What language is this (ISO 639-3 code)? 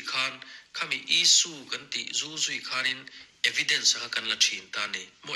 lus